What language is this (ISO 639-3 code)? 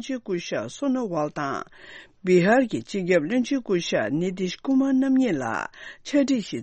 bod